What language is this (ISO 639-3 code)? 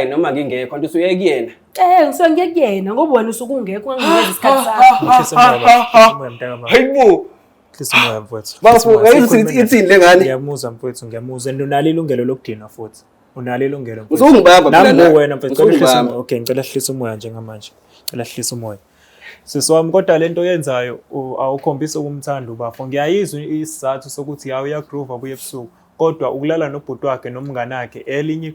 zul